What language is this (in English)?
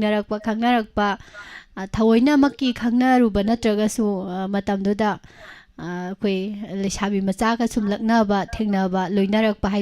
Manipuri